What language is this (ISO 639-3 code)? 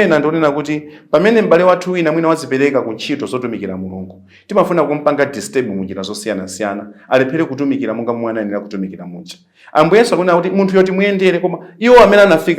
nya